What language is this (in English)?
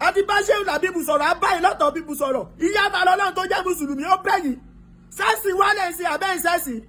Yoruba